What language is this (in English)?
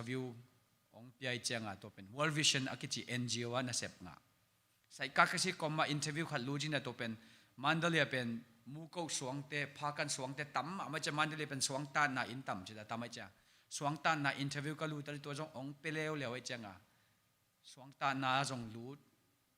Tedim Chin